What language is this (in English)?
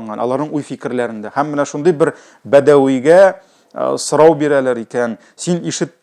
Tatar